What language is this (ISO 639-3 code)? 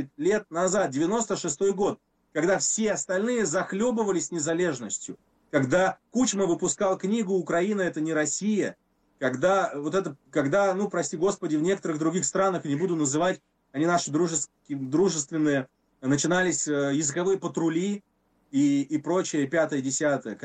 rus